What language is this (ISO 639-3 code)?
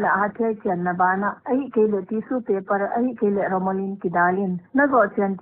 pck